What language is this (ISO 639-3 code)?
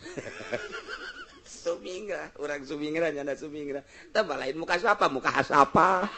sun